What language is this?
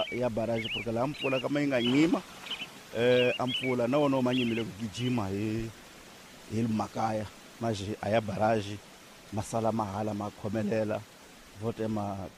Tsonga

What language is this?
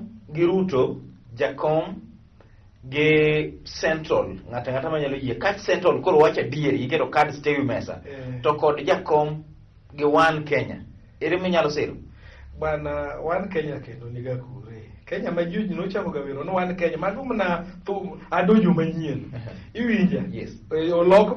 Luo (Kenya and Tanzania)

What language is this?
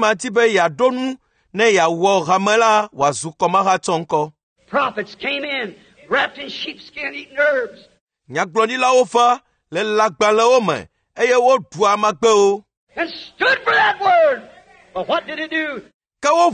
Ewe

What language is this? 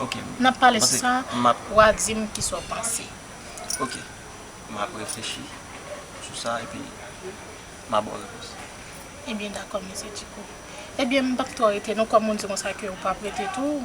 Haitian Creole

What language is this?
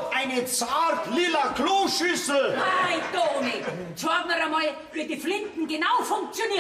Bavarian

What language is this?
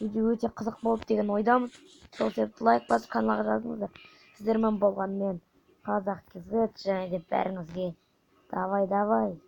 Kazakh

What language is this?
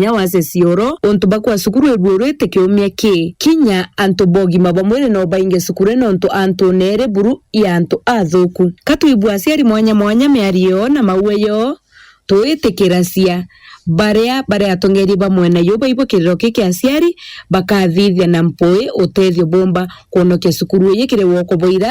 Meru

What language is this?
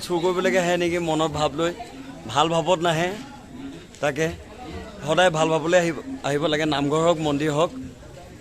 Assamese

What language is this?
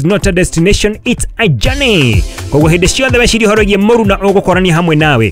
Kikuyu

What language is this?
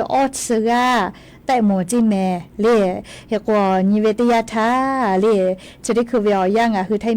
Lahu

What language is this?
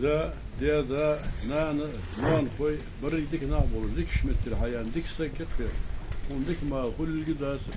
Ingush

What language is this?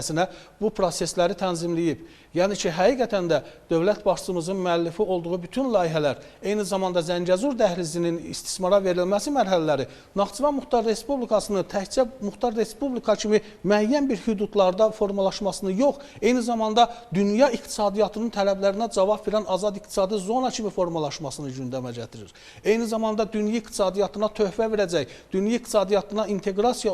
Azerbaijani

